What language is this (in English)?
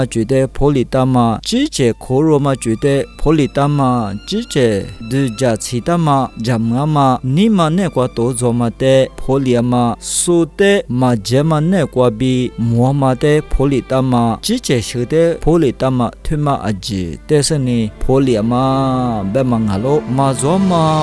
Lisu